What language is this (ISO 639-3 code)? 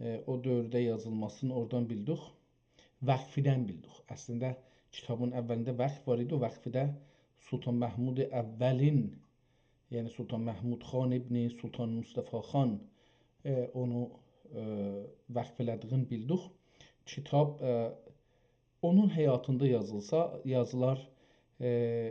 azb